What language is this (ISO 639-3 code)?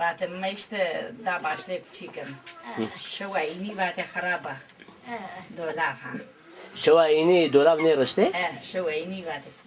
zza